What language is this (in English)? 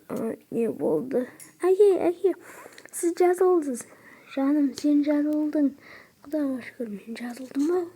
Kazakh